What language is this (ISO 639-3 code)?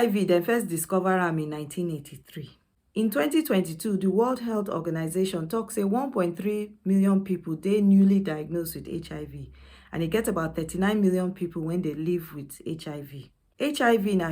pcm